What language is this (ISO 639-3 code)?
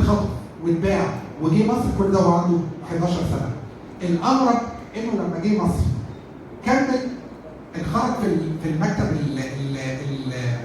arz